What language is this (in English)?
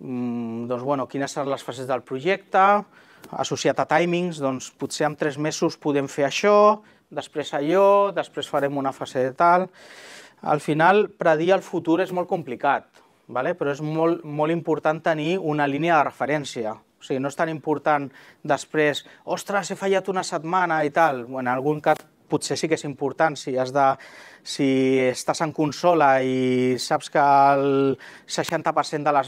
Catalan